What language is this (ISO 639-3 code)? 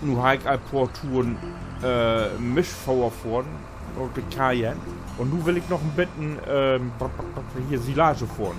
nds